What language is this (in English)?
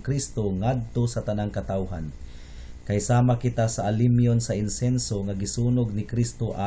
Cebuano